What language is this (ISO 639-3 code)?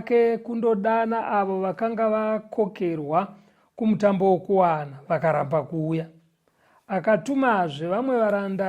sna